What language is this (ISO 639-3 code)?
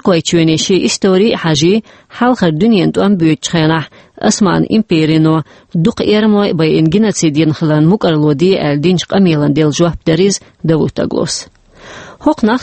che